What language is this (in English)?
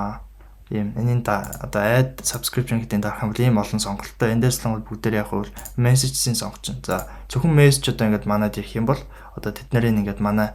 Mongolian